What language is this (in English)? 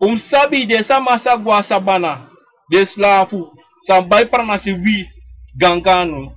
Sranan Tongo